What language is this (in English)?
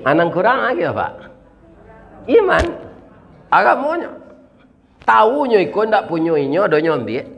Minangkabau